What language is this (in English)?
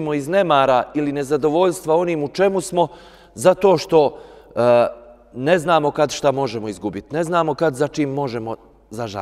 Bosnian